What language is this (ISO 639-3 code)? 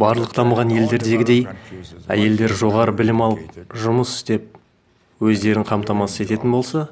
kaz